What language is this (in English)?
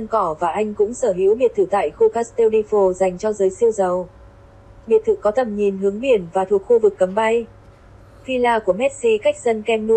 Vietnamese